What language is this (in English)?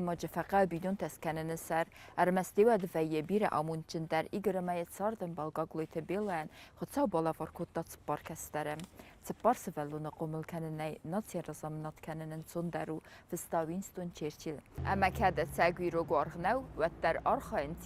Ossetic